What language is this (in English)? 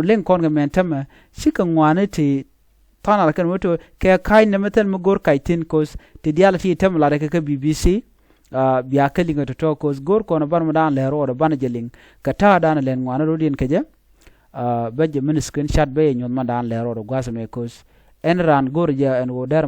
Nuer